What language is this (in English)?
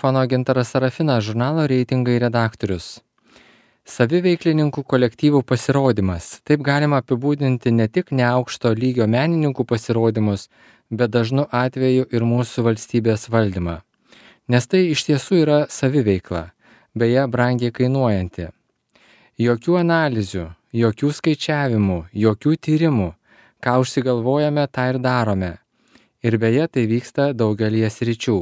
Lithuanian